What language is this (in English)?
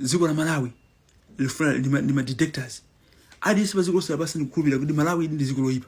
Nyanja